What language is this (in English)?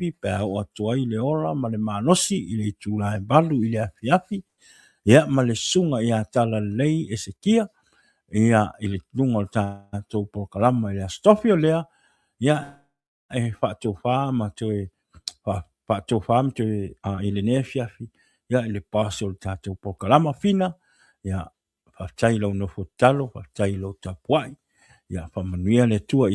Samoan